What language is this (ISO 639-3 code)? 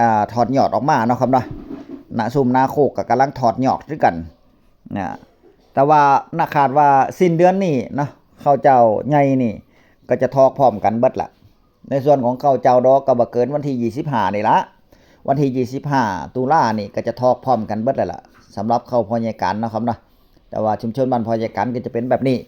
tts